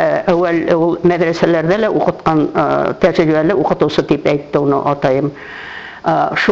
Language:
Bashkir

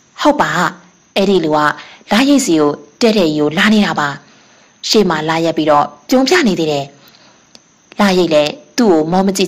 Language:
Burmese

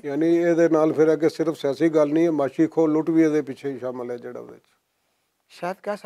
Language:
Western Panjabi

